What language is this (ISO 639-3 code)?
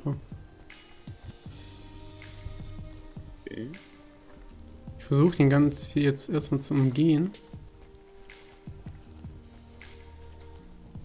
deu